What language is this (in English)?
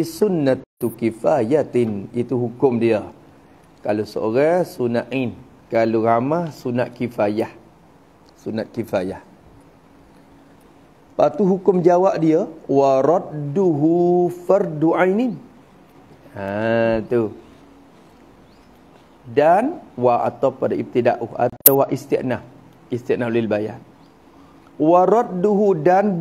Malay